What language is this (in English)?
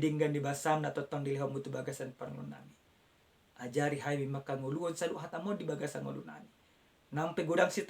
Batak Toba